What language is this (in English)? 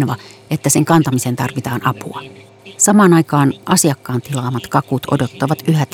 Finnish